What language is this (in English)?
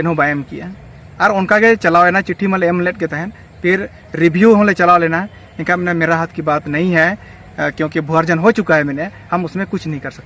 Santali